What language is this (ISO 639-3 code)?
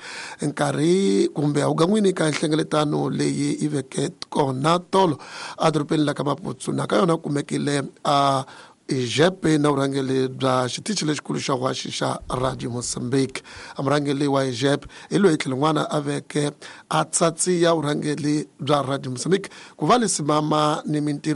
tso